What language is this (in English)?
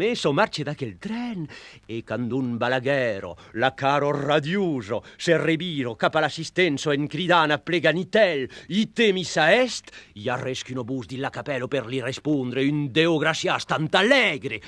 Occitan